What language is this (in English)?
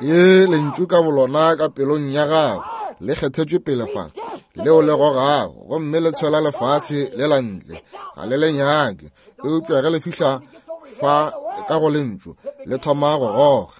Northern Sotho